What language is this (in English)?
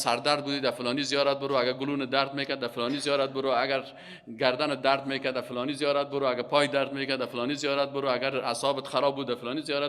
Persian